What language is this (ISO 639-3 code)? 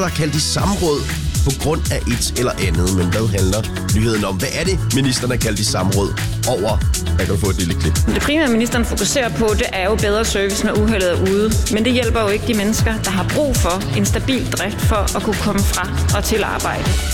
dan